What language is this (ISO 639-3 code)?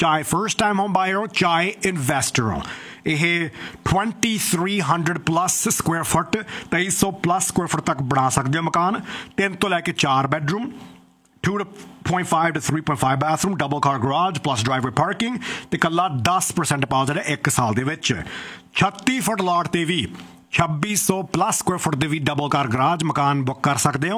pan